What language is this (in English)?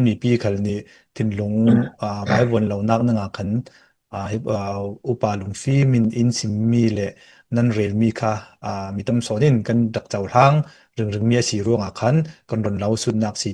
Falam Chin